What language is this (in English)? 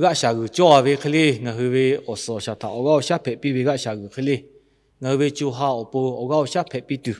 Lahu